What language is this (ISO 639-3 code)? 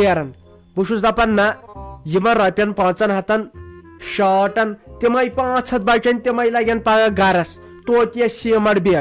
kas